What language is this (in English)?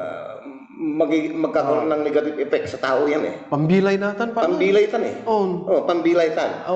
Pangasinan